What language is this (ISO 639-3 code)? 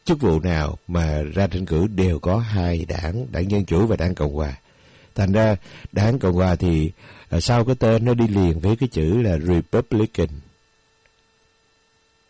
vie